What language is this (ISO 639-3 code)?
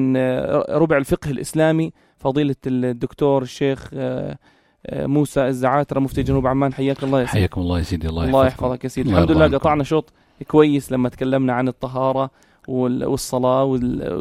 apc